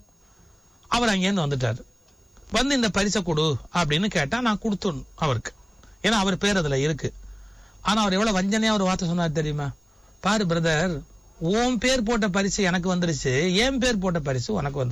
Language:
Tamil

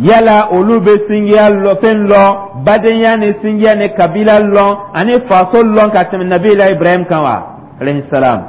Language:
Dyula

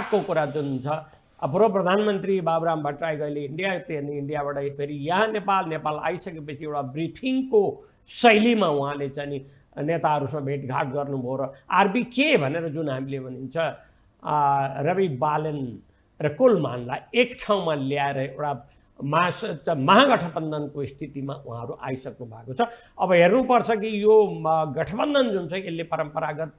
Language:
Nepali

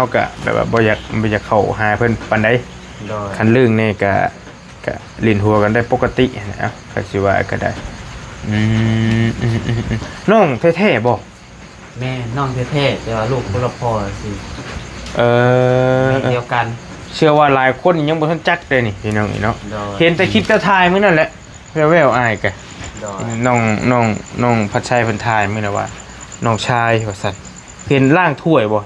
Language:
Lao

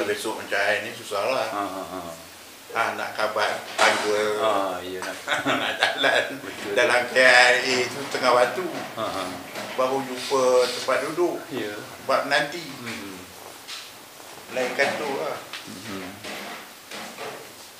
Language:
Malay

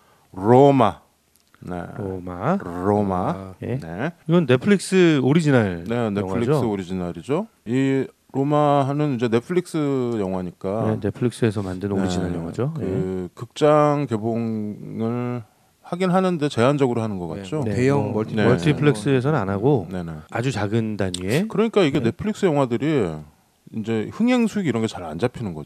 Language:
Korean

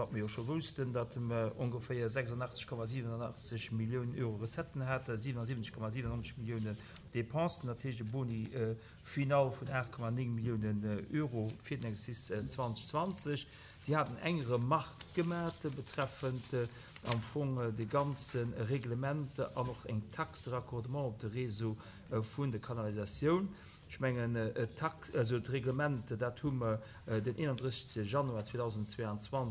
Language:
Luxembourgish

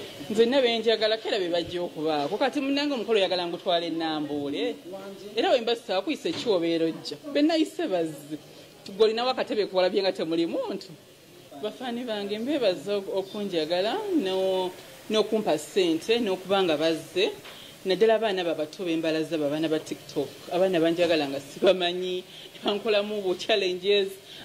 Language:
Ganda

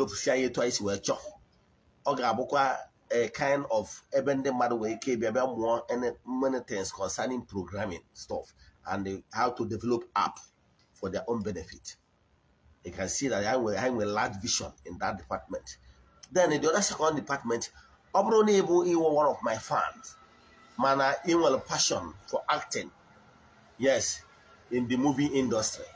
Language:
Igbo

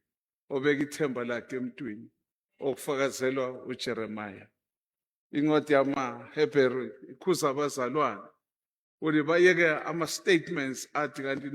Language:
Zulu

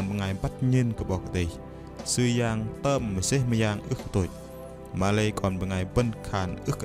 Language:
Bahnar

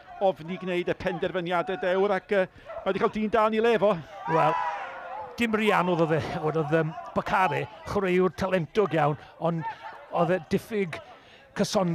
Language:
Welsh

